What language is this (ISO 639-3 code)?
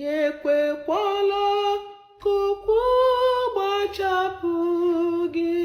ibo